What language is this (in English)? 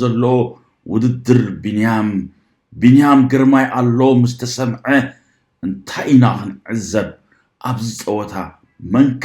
Tigrinya